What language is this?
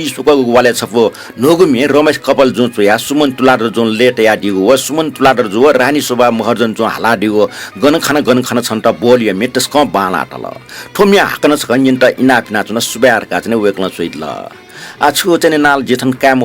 Newari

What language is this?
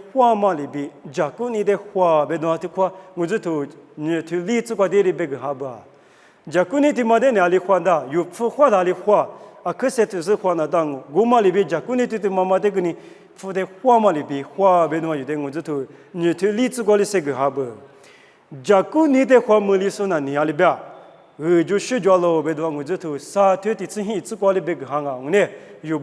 Lisu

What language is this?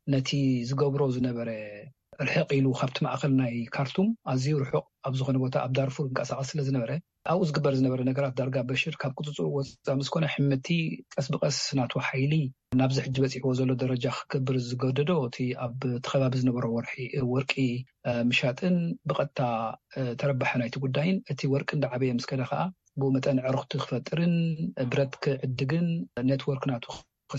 Tigrinya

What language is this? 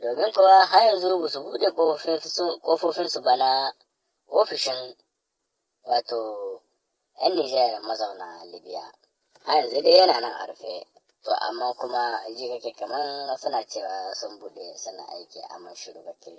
Hausa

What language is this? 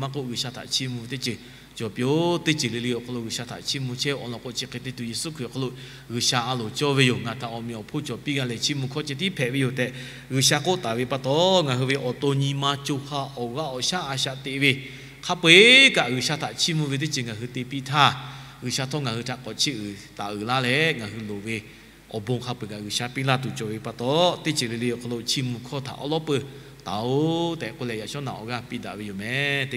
Lahu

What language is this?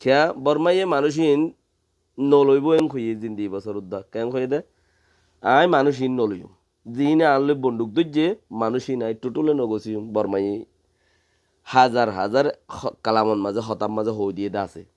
Rohingya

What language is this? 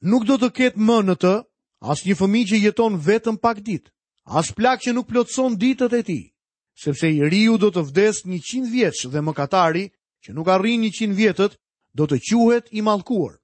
Albanian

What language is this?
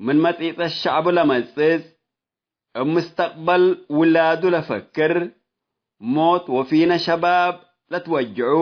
Tigre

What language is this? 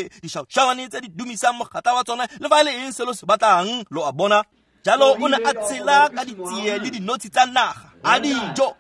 Tswana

